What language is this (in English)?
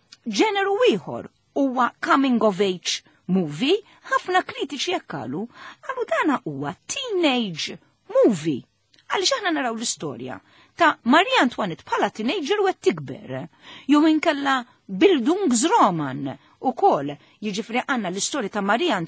Maltese